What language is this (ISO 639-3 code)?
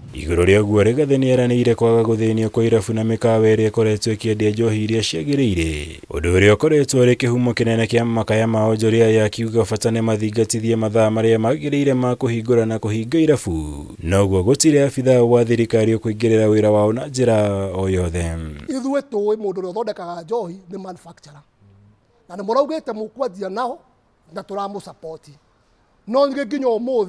kik